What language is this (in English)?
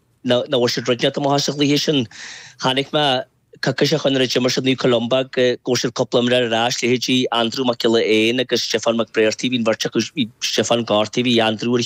Irish